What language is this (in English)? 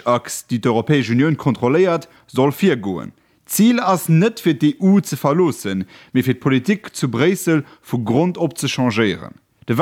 Luxembourgish